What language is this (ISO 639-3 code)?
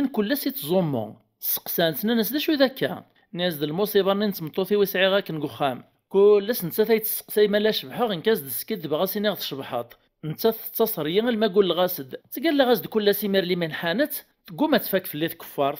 kab